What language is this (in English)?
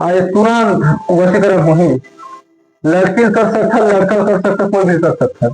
Chhattisgarhi